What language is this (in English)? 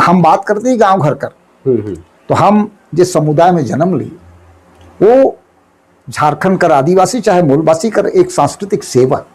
Sadri